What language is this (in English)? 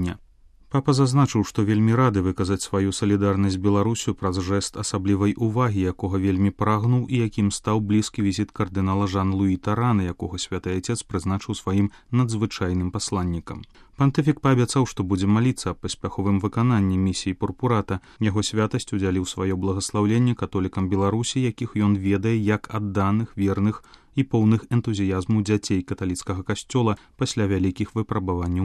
Belarusian